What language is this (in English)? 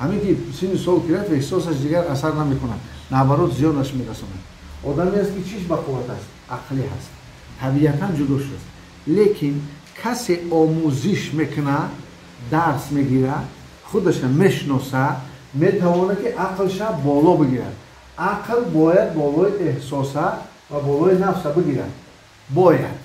Tajik